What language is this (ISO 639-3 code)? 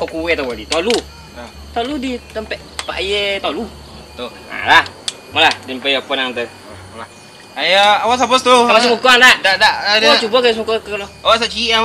min